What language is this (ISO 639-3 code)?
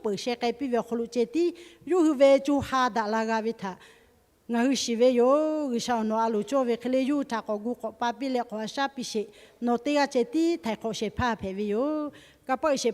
lhu